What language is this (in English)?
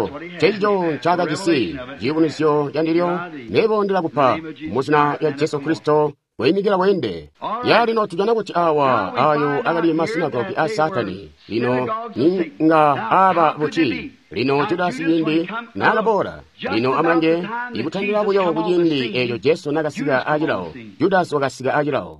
Tonga (Zambia)